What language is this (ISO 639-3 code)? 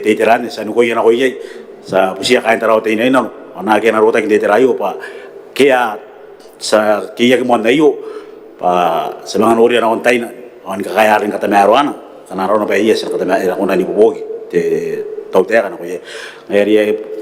gil